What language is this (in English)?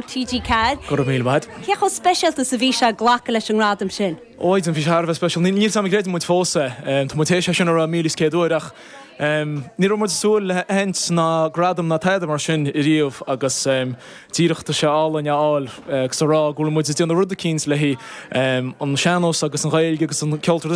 Irish